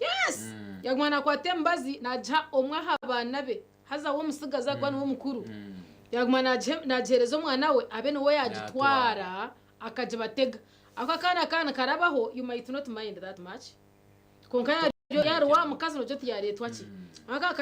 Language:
Nyankole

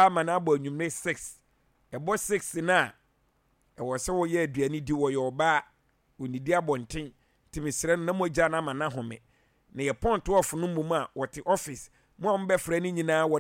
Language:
Akan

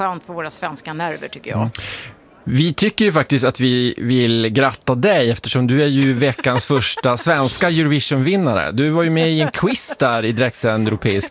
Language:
Swedish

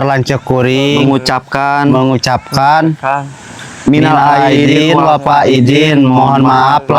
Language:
Sundanese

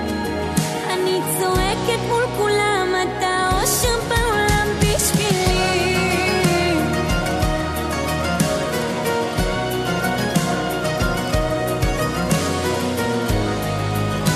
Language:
Hebrew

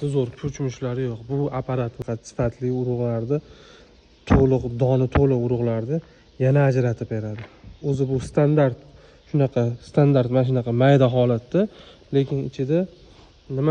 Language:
Uzbek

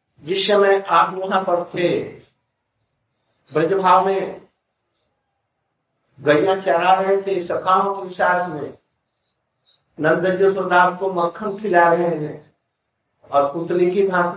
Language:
Hindi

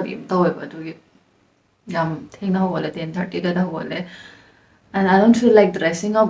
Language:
Manipuri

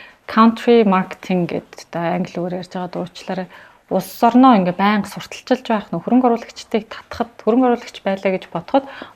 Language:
Mongolian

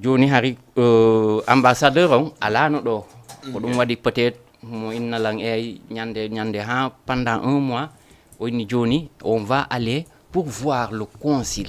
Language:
Fula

